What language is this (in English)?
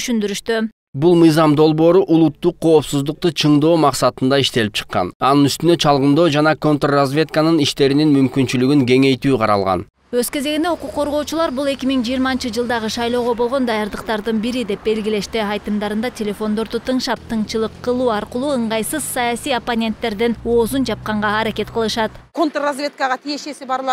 Kyrgyz